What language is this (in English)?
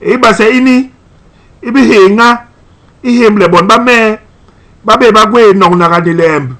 Basaa